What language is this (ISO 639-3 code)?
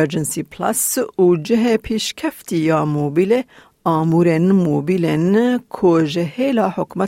kur